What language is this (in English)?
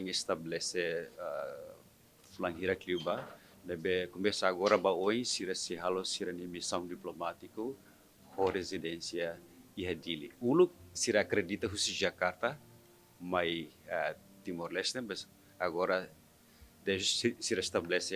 Tetum